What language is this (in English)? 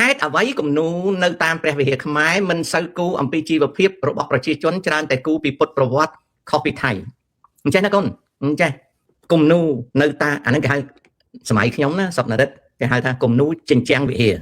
Khmer